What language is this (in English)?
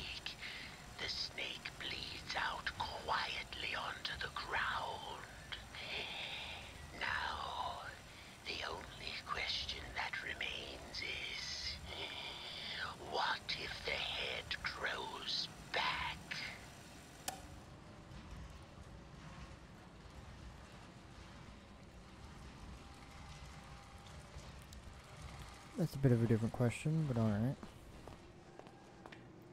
English